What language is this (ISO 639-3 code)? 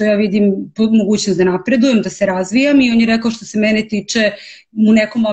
srp